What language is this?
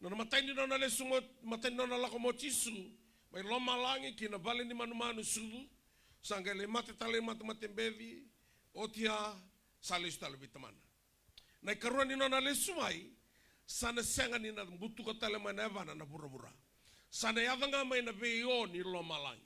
Fijian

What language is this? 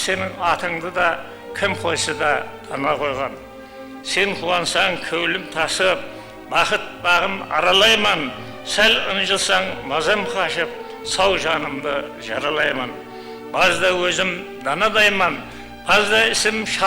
Kara-Kalpak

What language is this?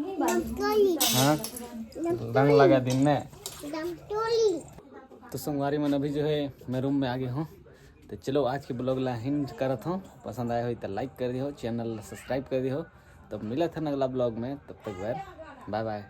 Chhattisgarhi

